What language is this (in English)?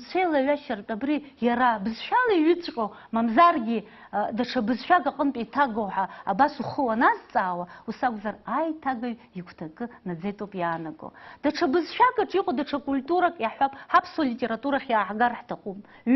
Abkhazian